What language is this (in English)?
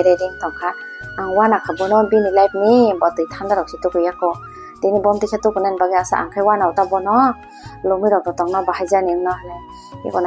Kok Borok